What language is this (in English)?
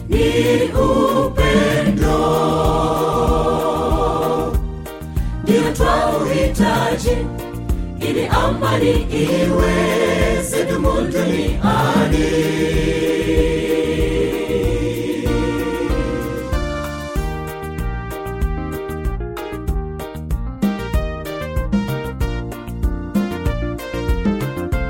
Swahili